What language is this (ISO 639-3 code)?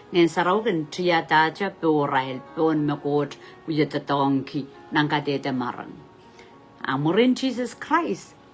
pon